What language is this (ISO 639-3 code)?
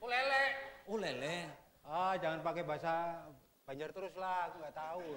bjn